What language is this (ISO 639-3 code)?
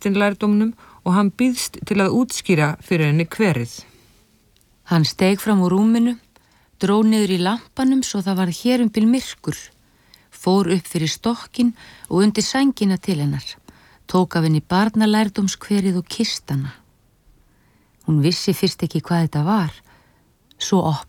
isl